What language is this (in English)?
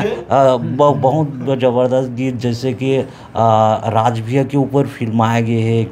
Chhattisgarhi